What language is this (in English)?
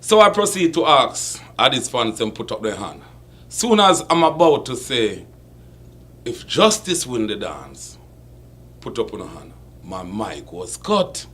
Jamaican Creole English